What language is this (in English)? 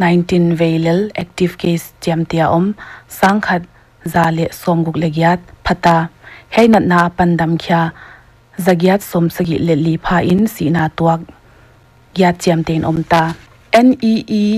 Paite Chin